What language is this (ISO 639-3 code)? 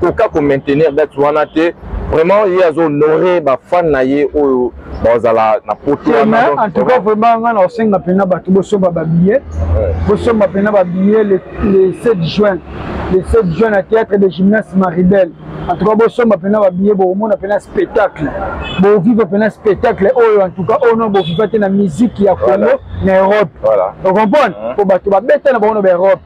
lin